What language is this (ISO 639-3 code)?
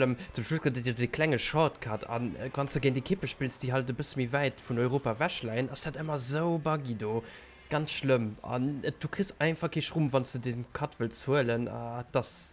ltz